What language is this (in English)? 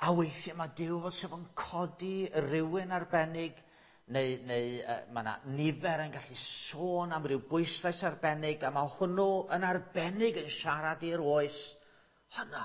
Welsh